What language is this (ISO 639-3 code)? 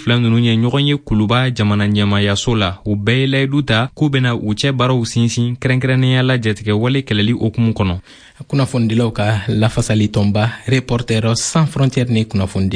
bam